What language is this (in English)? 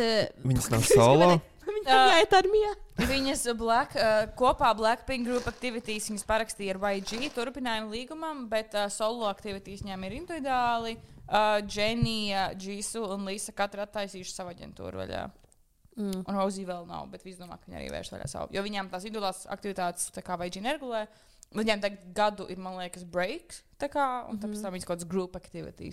Latvian